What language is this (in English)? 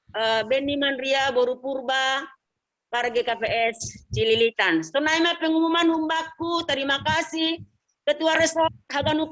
Batak Simalungun